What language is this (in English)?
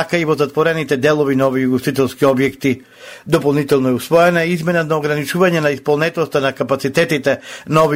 Macedonian